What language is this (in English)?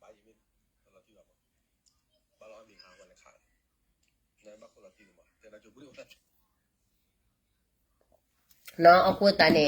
S'gaw Karen